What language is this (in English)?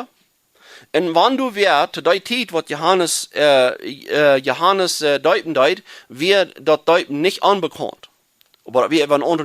Plautdietsch